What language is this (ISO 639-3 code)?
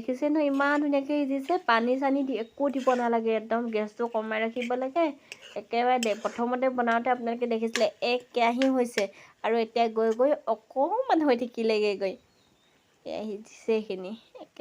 asm